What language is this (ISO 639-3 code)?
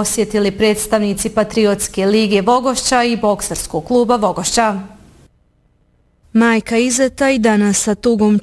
bos